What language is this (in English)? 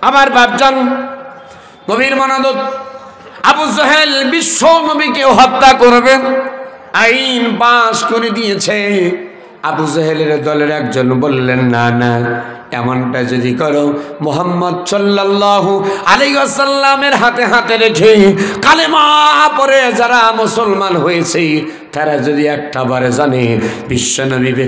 Bangla